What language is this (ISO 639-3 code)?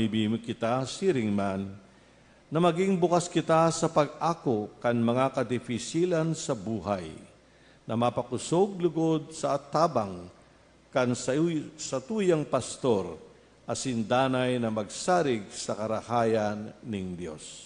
bik